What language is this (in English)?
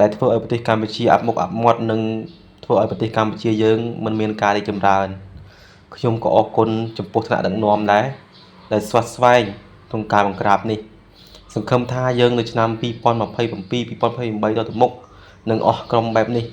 Khmer